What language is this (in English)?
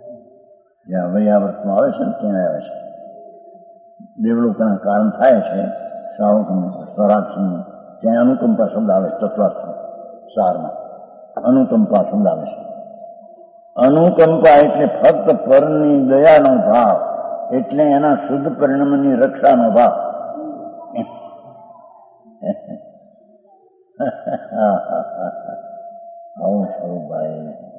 Gujarati